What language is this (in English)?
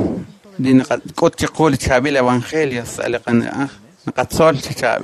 Kekchí